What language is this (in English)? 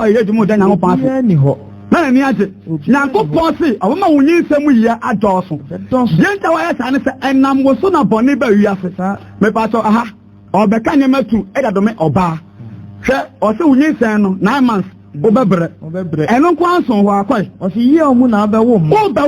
Akan